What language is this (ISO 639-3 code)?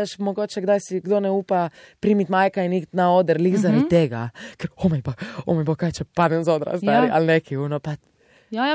slv